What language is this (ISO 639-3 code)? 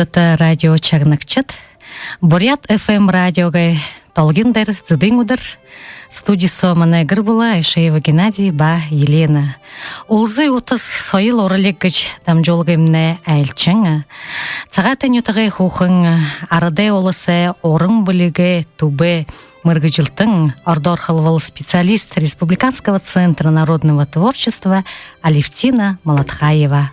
bua